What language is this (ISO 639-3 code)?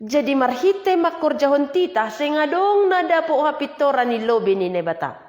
bts